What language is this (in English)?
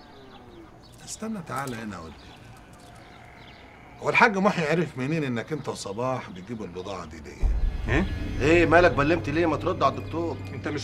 Egyptian Arabic